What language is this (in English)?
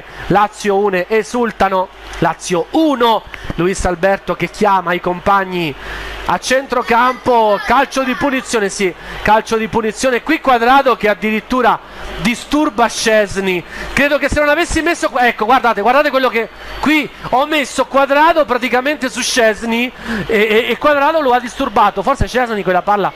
Italian